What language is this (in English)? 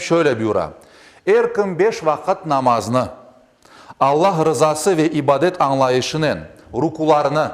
Crimean Tatar